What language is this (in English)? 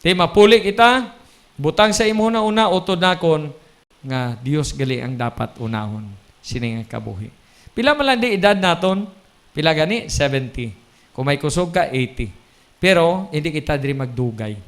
Hiligaynon